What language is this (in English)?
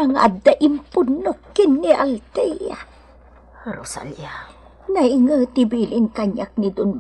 Iloko